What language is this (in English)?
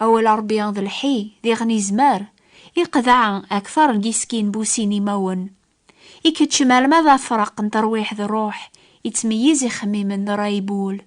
Kabyle